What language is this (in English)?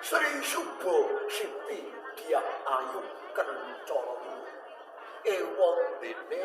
Javanese